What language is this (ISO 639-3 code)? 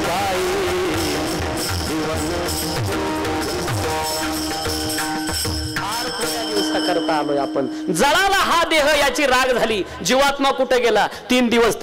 mar